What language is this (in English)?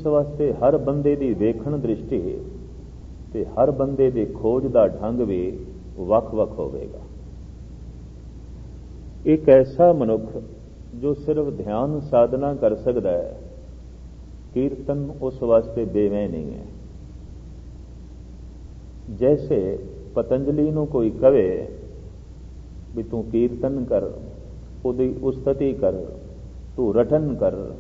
Punjabi